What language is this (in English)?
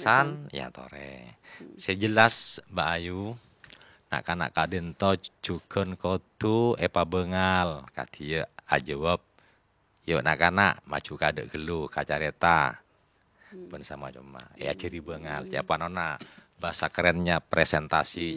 Madurese